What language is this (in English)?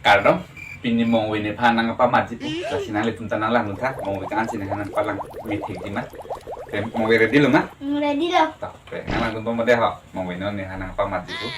Karbi